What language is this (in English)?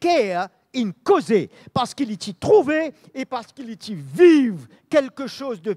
Morisyen